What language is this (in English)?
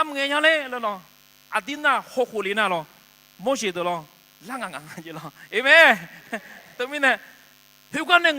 Akha